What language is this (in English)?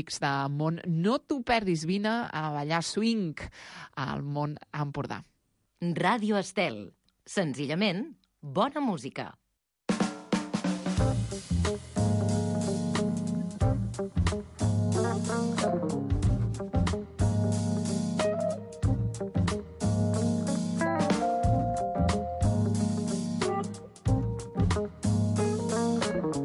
Catalan